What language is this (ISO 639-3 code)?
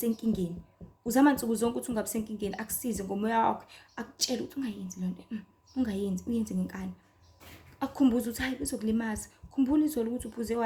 zul